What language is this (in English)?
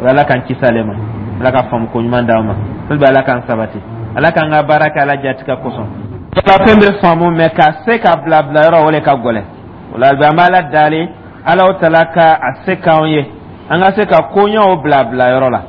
Dyula